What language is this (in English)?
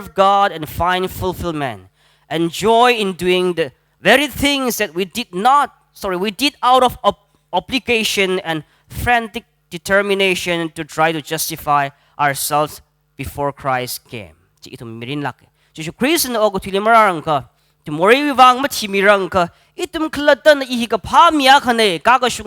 Tangkhul Naga (India)